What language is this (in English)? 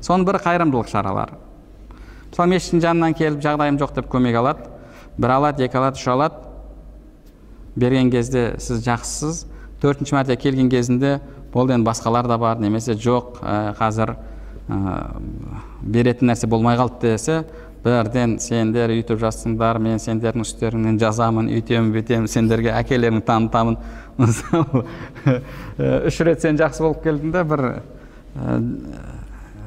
Kazakh